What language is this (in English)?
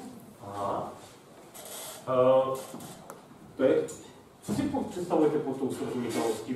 Czech